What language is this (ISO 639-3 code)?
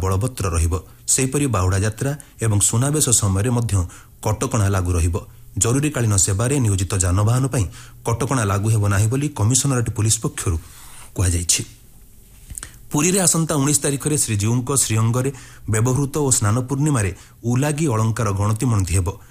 ori